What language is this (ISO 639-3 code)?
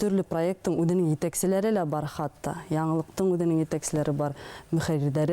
bak